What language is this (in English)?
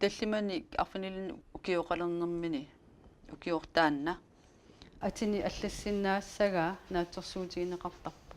Kalaallisut